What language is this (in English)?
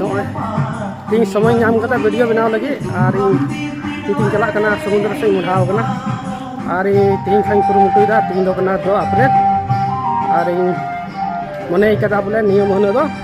Santali